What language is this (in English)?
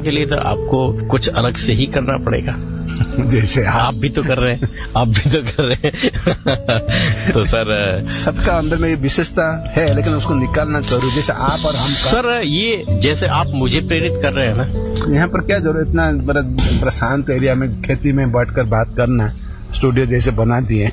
Hindi